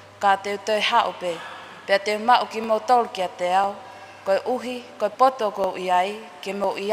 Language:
Tongan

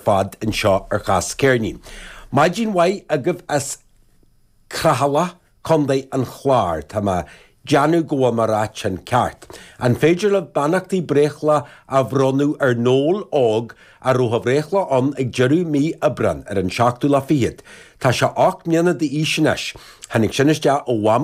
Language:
Irish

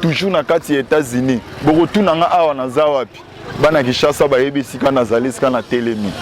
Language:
Lingala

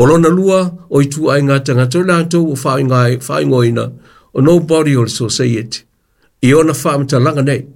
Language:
Samoan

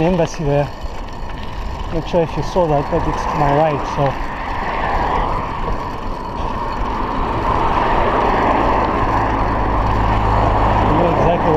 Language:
English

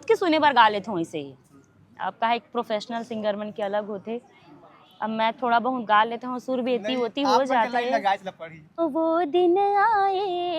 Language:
Chhattisgarhi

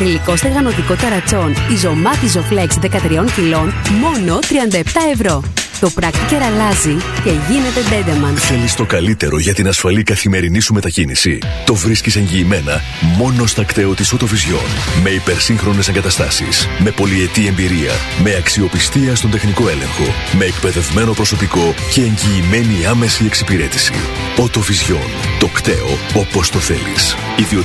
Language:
Greek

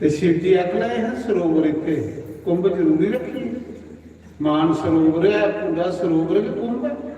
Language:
Dogri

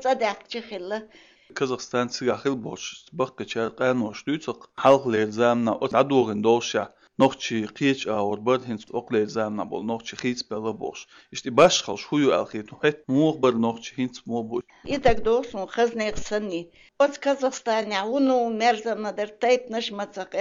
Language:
Chechen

